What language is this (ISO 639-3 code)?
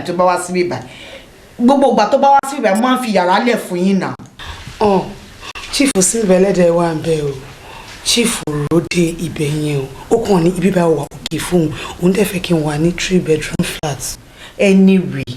yor